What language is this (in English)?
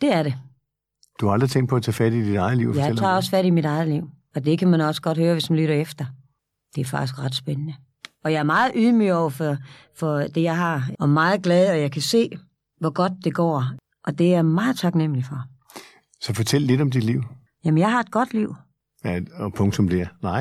Danish